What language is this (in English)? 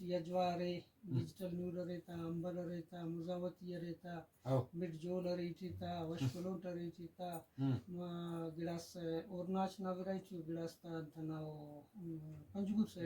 Brahui